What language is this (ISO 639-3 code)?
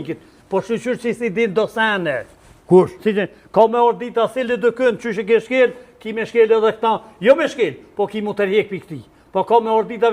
sqi